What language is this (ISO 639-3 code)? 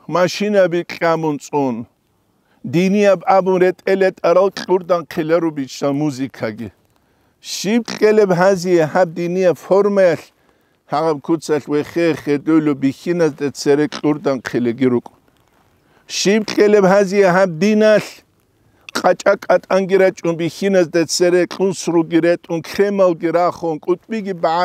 ava